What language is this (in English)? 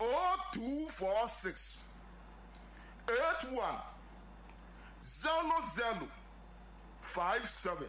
Akan